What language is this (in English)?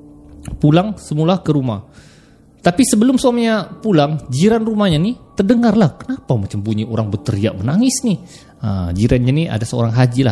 Malay